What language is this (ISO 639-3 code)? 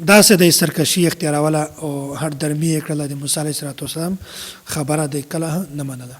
pus